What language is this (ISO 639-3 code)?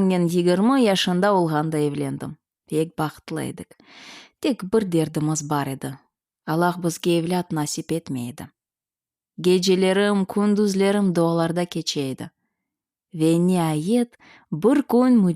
crh